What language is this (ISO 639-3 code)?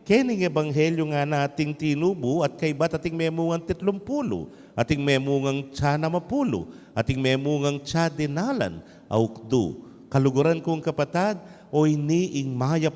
pam